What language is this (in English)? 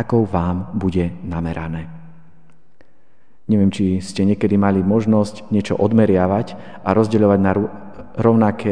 Slovak